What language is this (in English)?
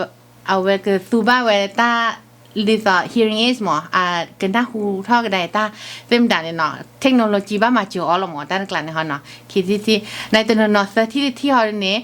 S'gaw Karen